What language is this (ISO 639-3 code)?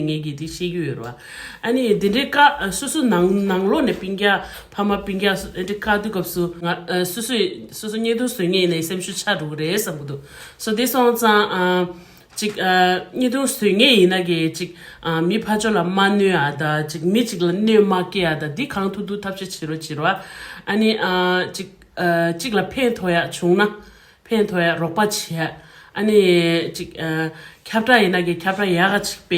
bod